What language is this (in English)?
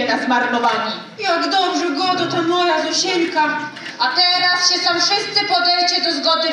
Silesian